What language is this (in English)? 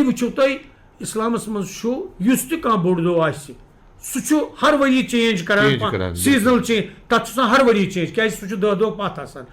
Kashmiri